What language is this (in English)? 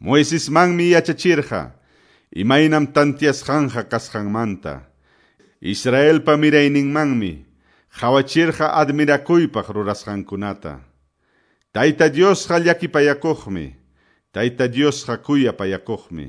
Ayacucho Quechua